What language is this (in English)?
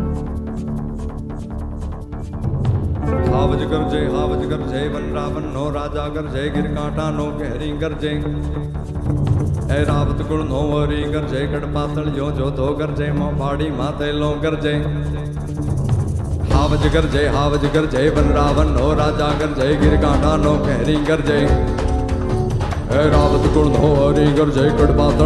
Gujarati